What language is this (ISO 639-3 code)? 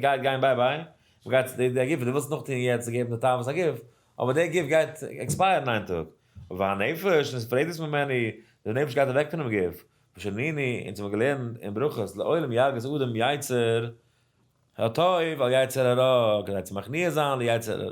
yid